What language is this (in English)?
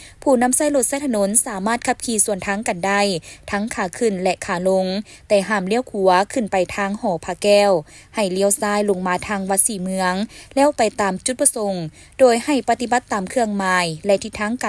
Lao